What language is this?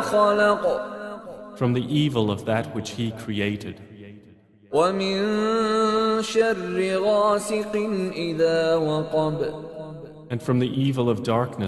Divehi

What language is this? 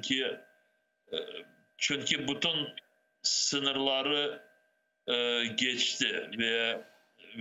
Crimean Tatar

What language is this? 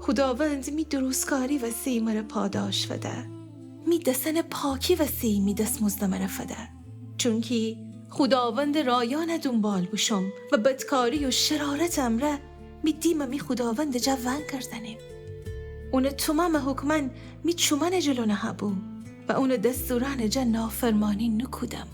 Gilaki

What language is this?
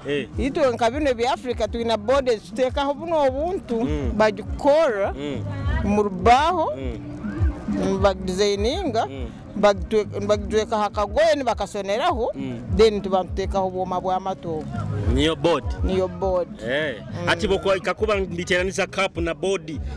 Nyoro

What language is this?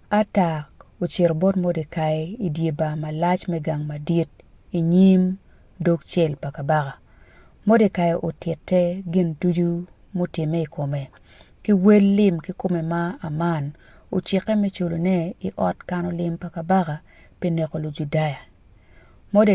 Acoli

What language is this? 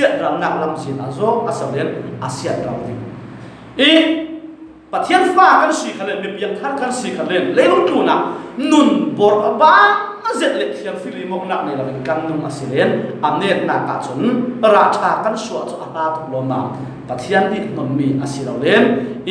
Falam Chin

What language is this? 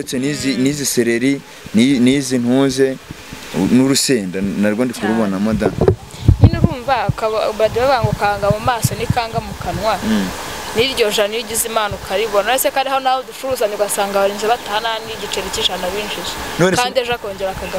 Kinyarwanda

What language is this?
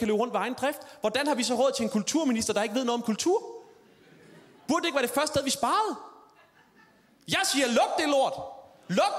Danish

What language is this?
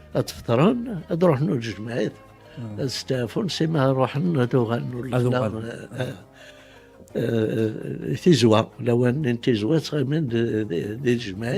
Kabyle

